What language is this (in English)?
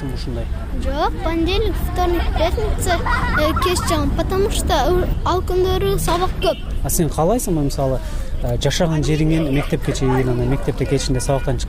Kyrgyz